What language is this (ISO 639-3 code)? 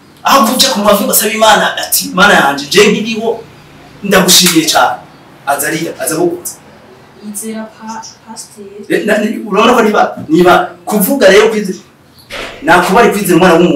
run